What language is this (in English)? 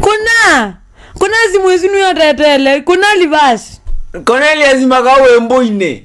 Kamba